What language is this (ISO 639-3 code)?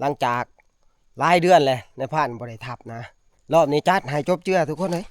tts